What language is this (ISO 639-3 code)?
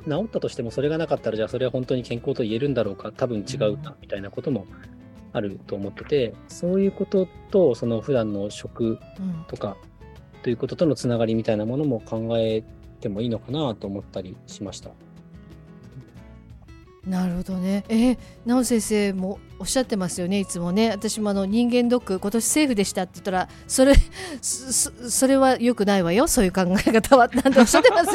jpn